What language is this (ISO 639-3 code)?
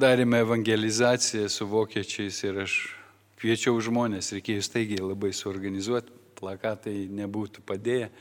lit